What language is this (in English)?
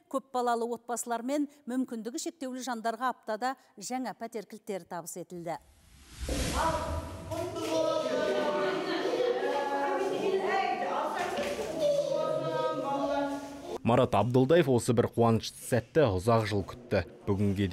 Kazakh